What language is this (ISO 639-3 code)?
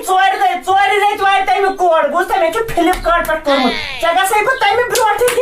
kas